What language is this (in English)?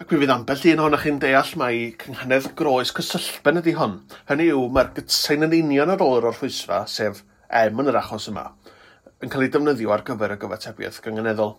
Welsh